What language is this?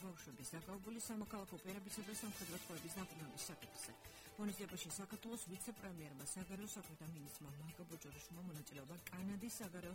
Georgian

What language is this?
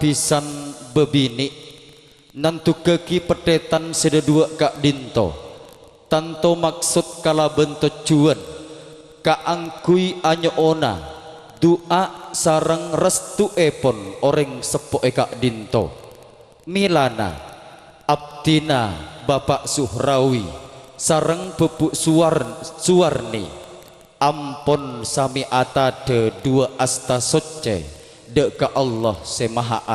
Madurese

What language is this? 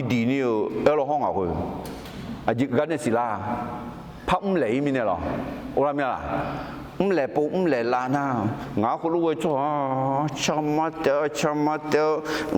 Akha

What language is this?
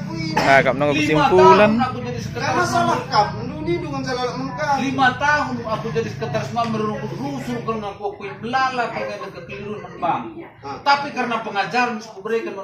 Batak Karo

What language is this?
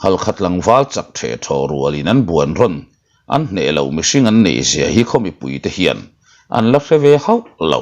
Mizo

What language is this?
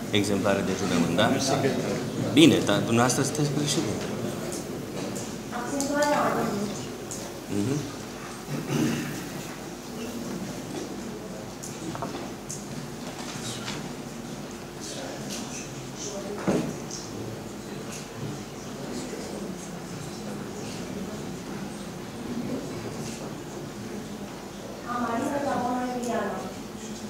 Romanian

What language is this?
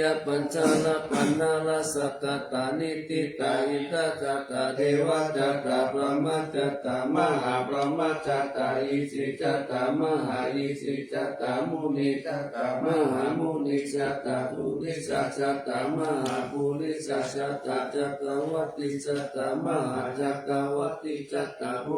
Pali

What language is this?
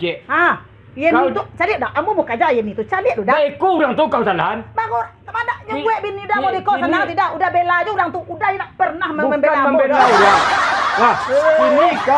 Minangkabau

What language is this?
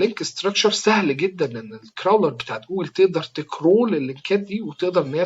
Egyptian Arabic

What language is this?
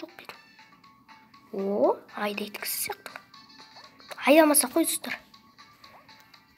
Kazakh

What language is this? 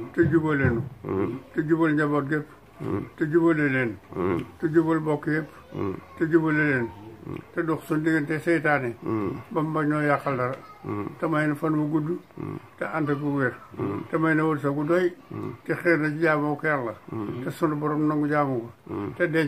Wolof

